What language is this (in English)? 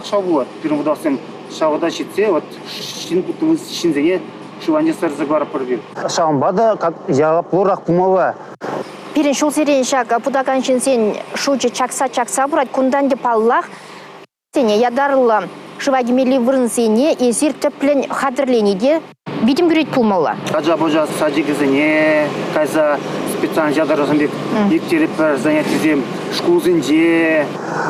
Chuvash